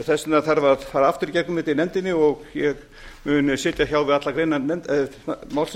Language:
Icelandic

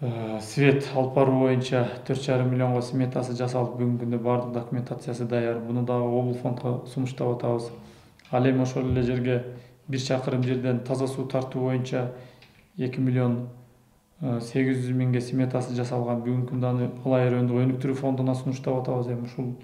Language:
Kyrgyz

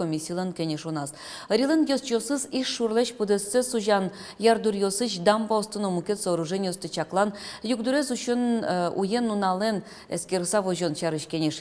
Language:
Udmurt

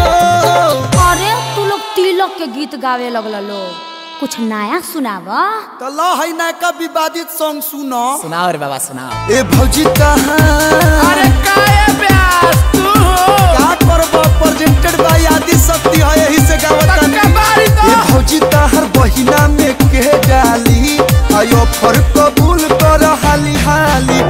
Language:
Bhojpuri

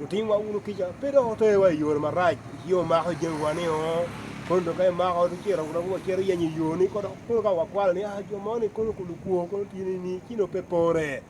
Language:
Acoli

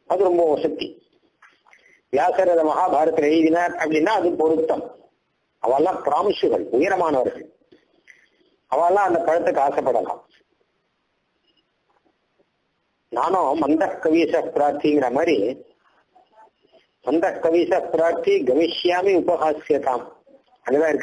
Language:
Tamil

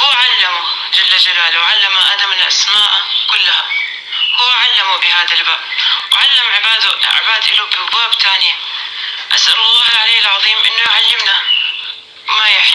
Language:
North Levantine Arabic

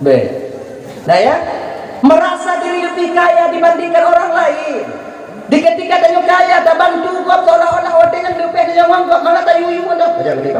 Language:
Achinese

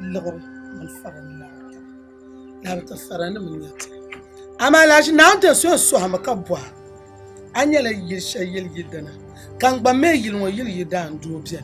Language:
Dagbani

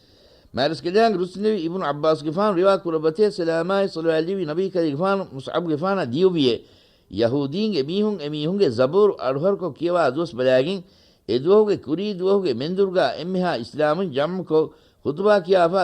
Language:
Divehi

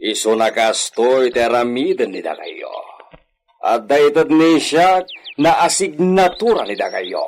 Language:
Iloko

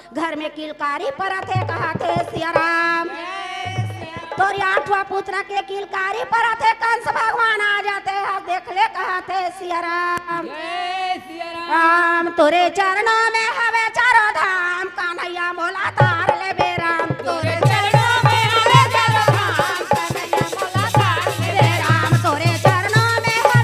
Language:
Chhattisgarhi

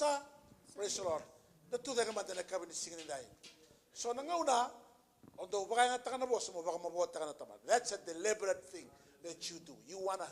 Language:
Fijian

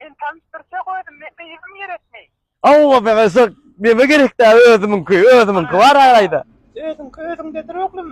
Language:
Turkmen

